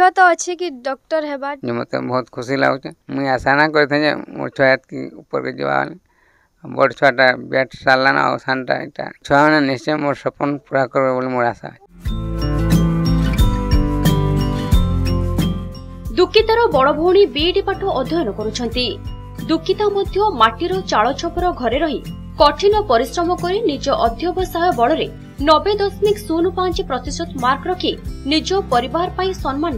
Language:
Odia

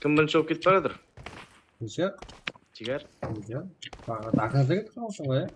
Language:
Kara-Kalpak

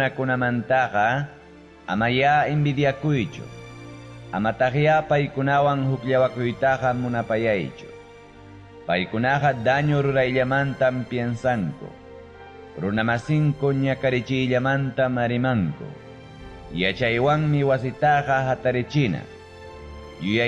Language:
Ayacucho Quechua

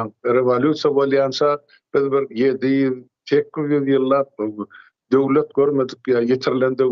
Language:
Turkmen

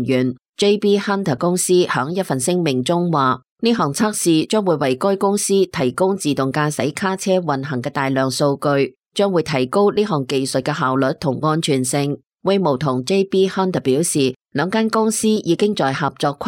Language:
Cantonese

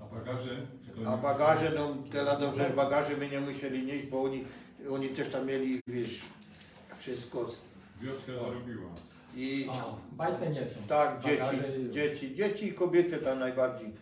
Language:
Silesian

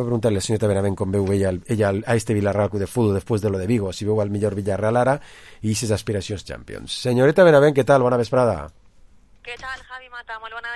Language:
Catalan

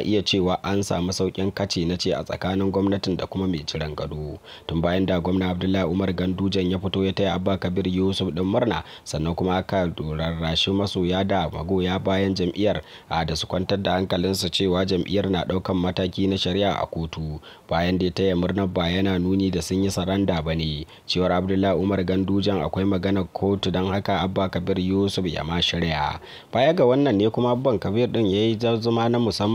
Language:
Hausa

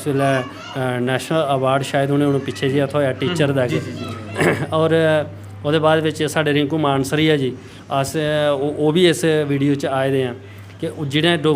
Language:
Dogri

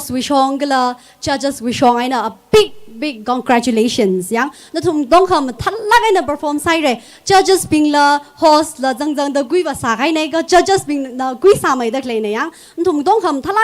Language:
Tangkhul Naga (India)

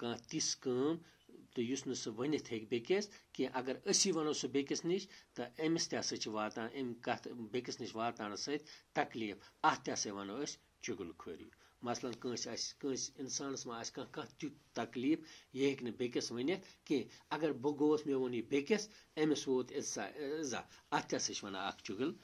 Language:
Kashmiri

